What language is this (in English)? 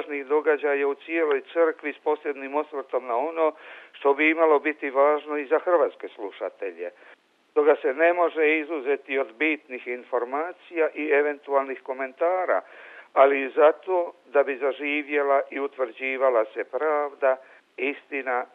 Croatian